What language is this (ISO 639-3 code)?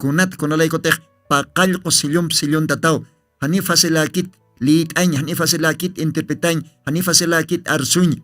aym